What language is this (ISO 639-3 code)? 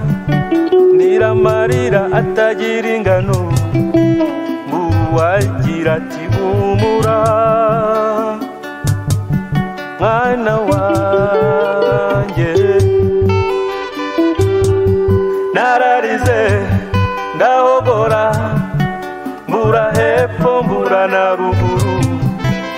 kin